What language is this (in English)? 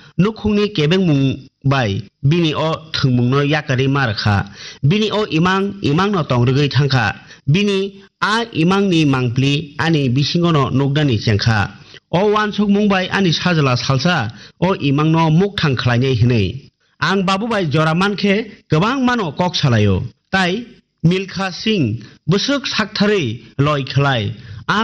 Kok Borok